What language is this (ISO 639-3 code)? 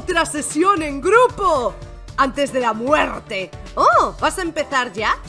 spa